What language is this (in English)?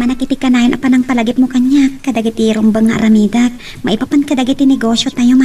Iloko